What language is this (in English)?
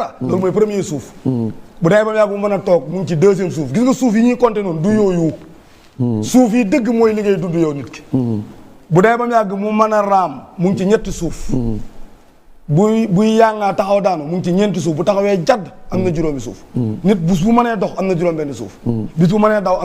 Wolof